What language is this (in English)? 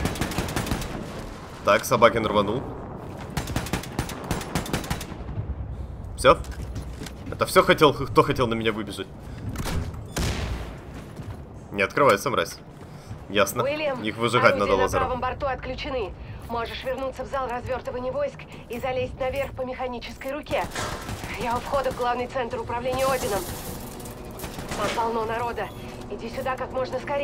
Russian